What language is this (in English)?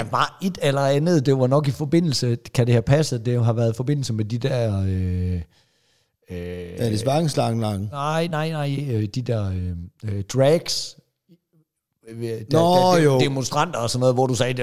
Danish